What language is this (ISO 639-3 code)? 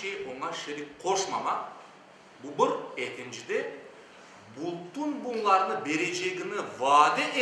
crh